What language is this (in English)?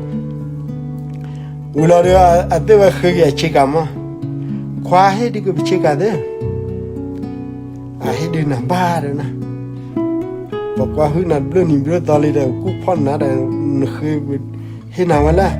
S'gaw Karen